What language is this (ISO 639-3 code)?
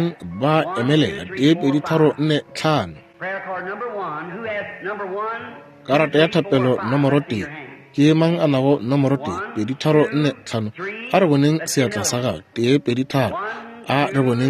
nso